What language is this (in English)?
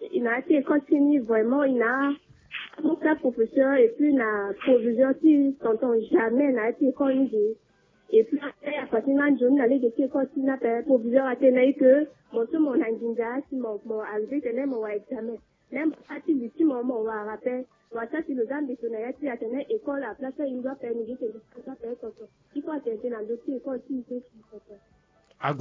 Sango